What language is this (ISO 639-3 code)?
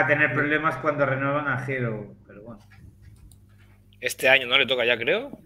spa